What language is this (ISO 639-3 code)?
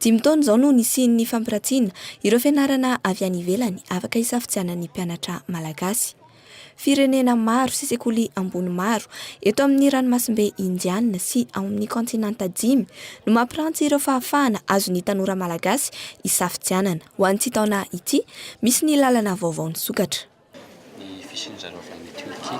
mlg